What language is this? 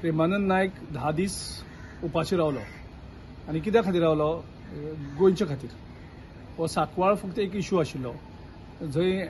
Konkani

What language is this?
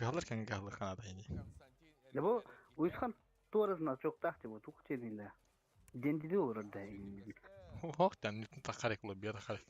Yakut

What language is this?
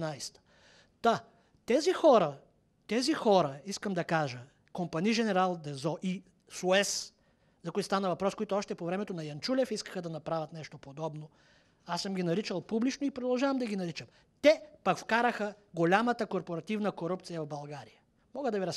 Bulgarian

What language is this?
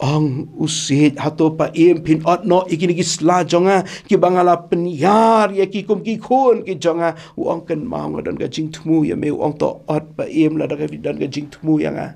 Khasi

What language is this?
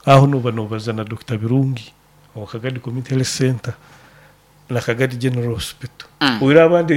Nyoro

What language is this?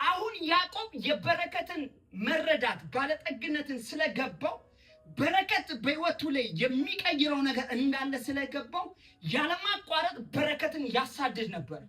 Amharic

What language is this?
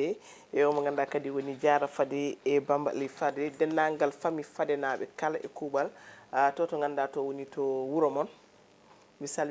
Fula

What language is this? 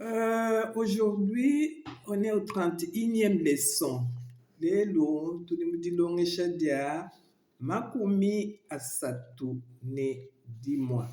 Luba-Lulua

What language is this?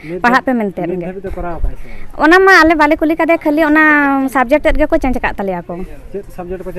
Santali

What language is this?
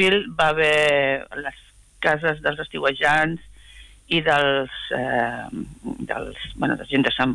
Catalan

